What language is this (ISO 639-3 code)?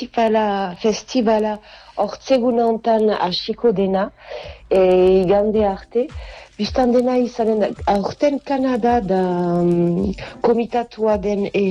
eus